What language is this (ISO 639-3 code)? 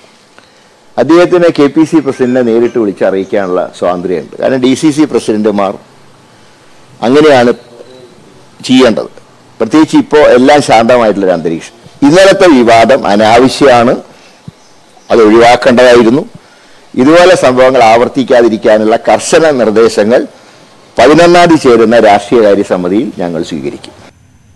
mal